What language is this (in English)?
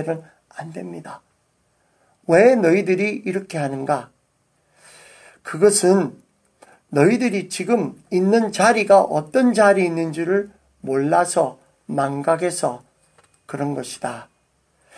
Korean